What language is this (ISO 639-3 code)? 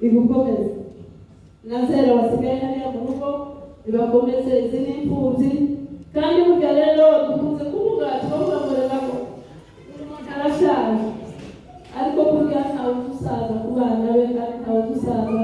kin